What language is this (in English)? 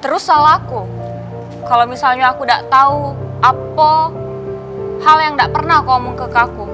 Musi